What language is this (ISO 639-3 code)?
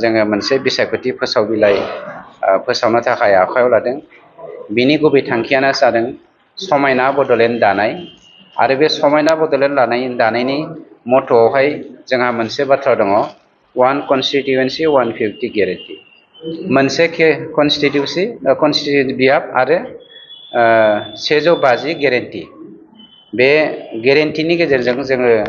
brx